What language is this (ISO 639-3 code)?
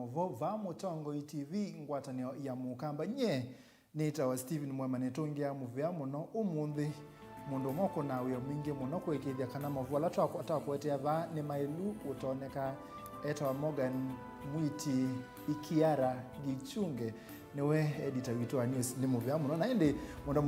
kam